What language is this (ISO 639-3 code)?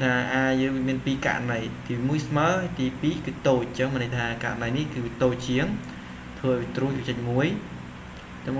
khm